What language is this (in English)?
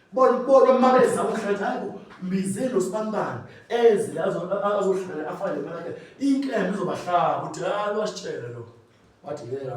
Zulu